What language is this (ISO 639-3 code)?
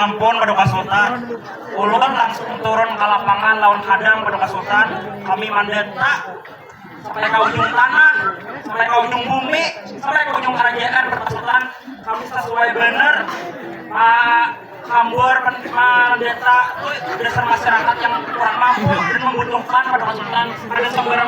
bjn